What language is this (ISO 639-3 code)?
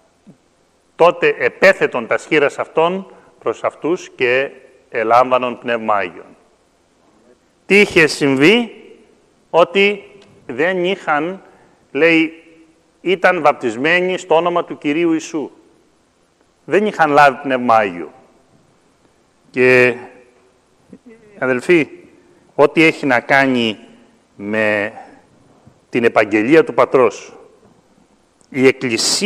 ell